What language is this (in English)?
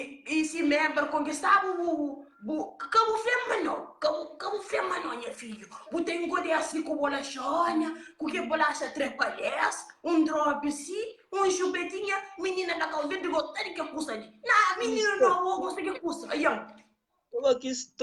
Kabuverdianu